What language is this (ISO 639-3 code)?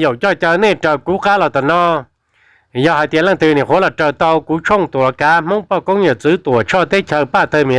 hmn